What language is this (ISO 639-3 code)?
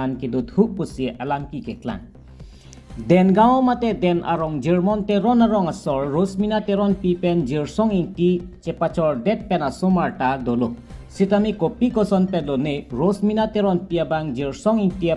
mjw